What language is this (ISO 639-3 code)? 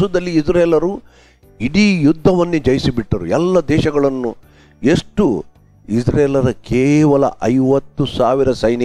kan